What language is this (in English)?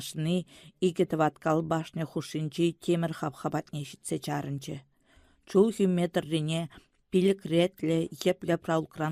Chuvash